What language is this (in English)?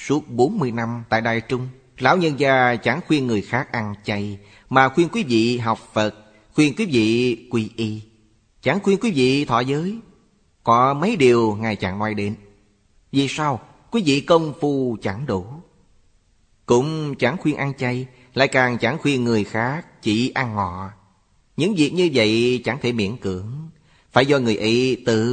Vietnamese